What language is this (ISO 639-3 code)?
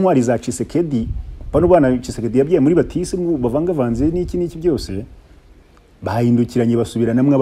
kin